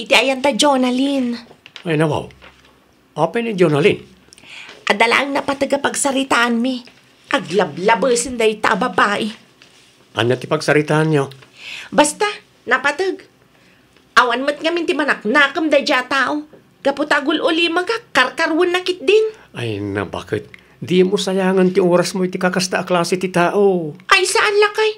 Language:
Iloko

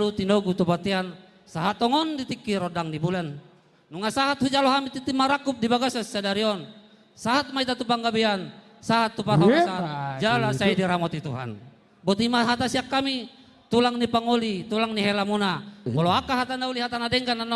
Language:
Batak Toba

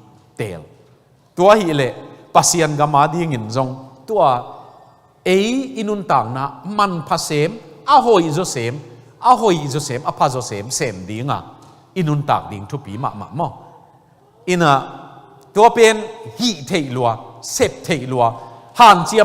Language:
Tedim Chin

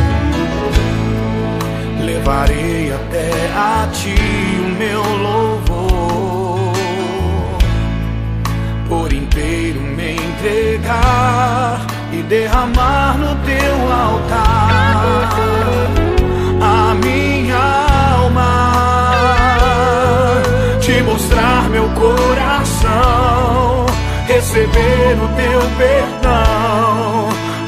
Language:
Portuguese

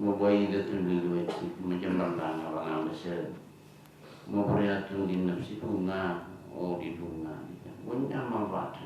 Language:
Madurese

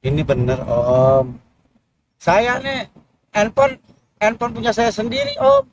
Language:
Betawi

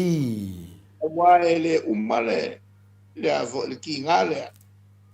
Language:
Samoan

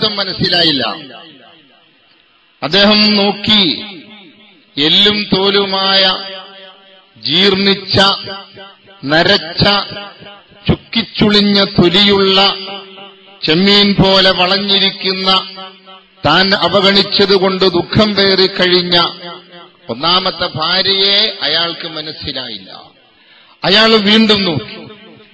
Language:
Malayalam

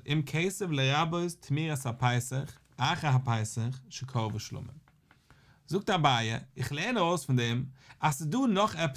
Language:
Yiddish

